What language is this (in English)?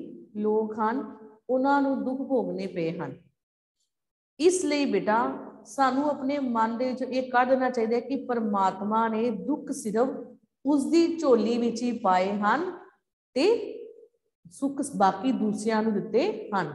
Punjabi